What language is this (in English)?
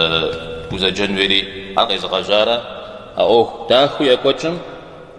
Kabardian